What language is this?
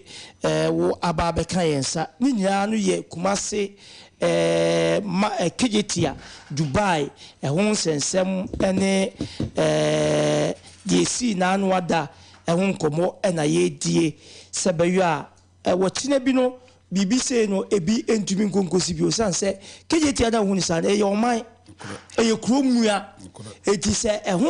Akan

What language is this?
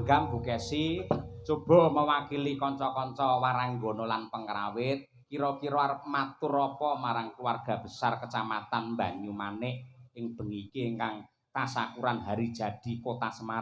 Javanese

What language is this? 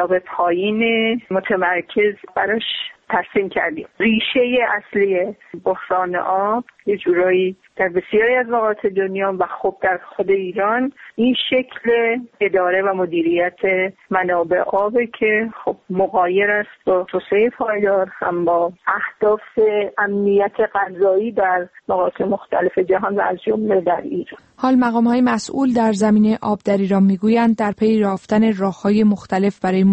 Persian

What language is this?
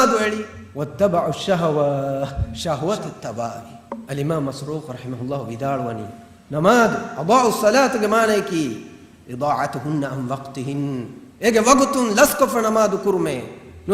Divehi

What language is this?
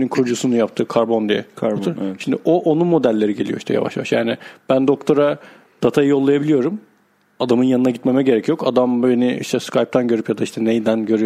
Turkish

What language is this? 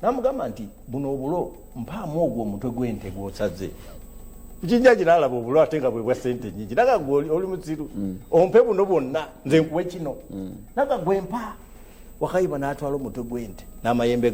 Ganda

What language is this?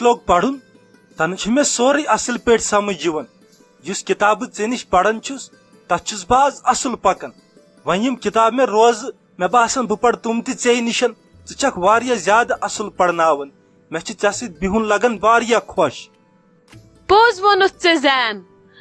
Kashmiri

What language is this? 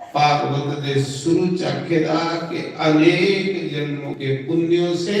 Dogri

